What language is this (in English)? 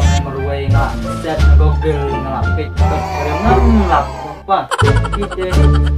Khasi